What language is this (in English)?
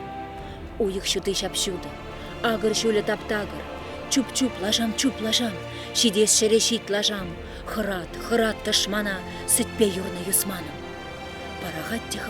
Chuvash